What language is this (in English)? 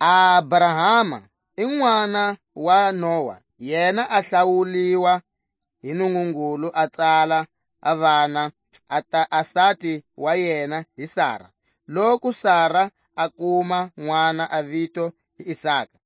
Tswa